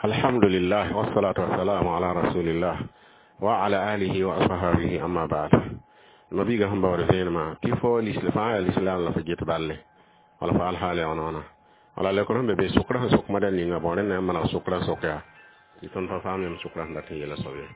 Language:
Mossi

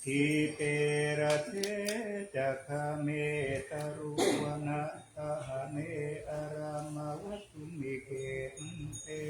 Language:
Pali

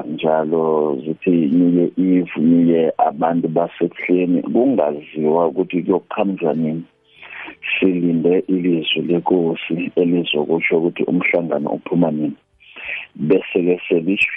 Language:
South Ndebele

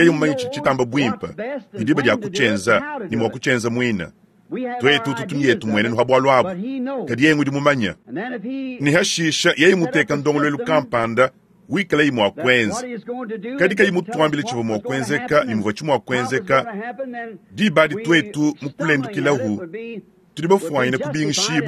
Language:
Luba-Lulua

